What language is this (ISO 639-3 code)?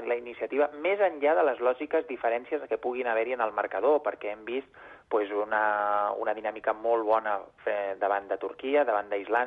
cat